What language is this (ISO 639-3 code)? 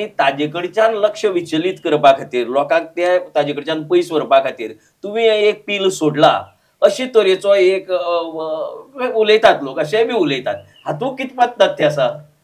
kok